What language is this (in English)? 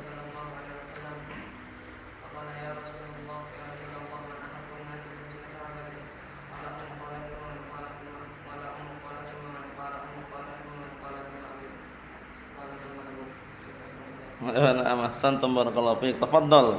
Indonesian